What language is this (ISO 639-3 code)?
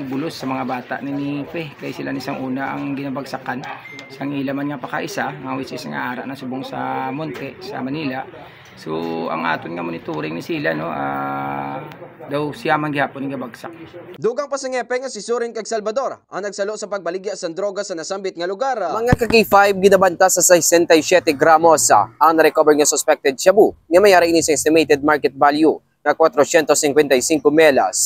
hil